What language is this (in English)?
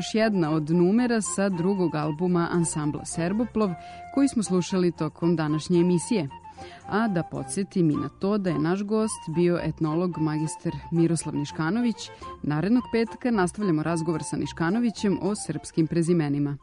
Serbian